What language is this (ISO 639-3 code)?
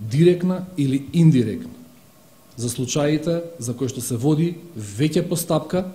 mkd